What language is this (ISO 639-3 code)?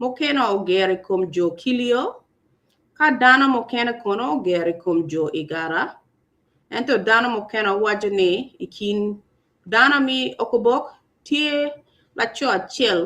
ach